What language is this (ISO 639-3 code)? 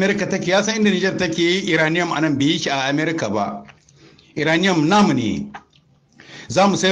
hau